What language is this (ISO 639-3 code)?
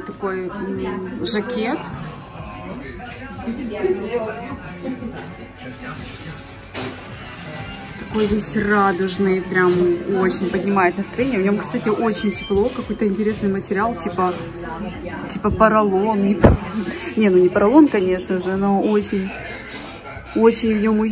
rus